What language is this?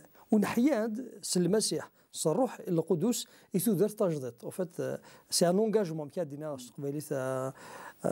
Kabyle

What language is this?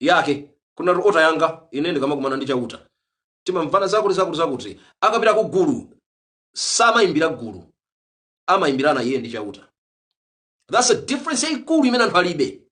Nyanja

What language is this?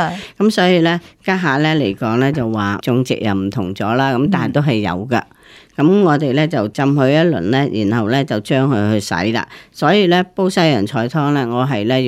Cantonese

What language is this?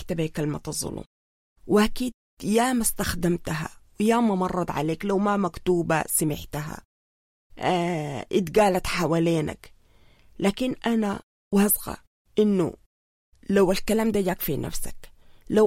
Sudanese Arabic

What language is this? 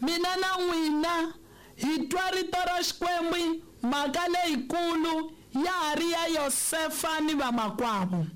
Tsonga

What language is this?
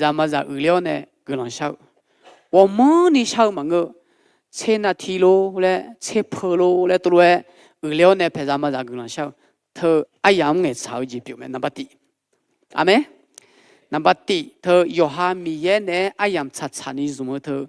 Akha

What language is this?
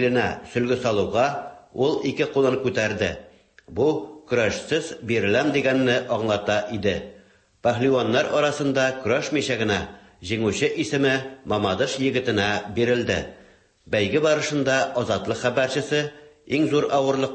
Tatar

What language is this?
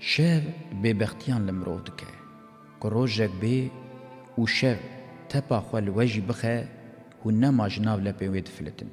Kurdish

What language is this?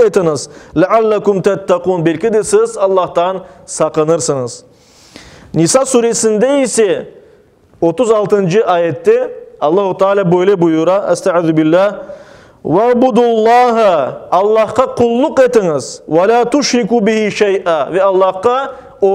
Crimean Tatar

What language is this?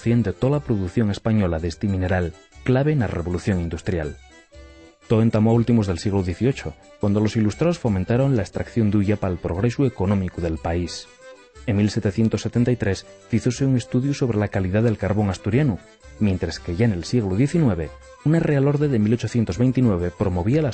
Asturian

